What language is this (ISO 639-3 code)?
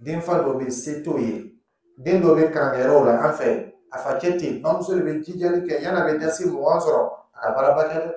dyu